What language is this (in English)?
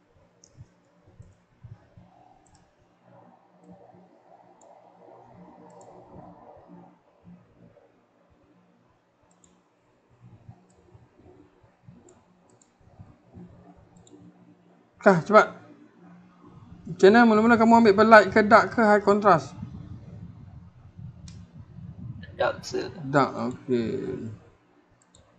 Malay